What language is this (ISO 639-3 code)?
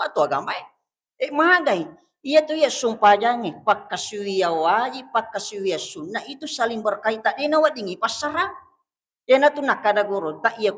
bug